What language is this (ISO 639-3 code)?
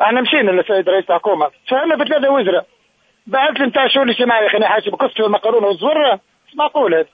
aeb